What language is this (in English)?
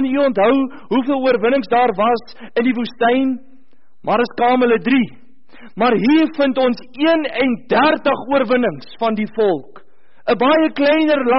Afrikaans